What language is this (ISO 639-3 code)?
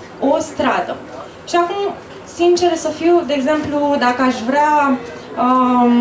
ron